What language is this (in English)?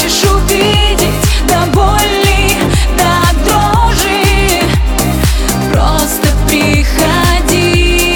Russian